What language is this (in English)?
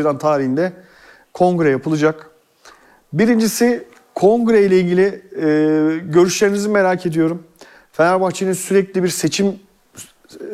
Turkish